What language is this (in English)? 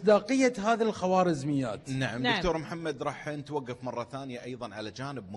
Gulf Arabic